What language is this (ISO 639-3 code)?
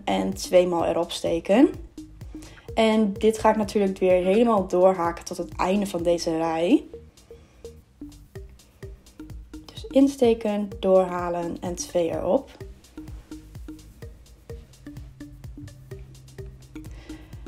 nld